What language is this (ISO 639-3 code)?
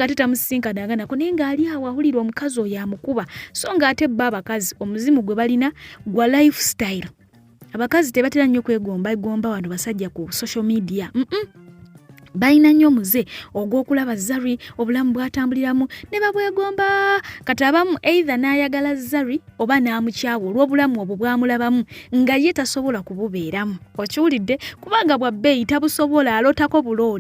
lug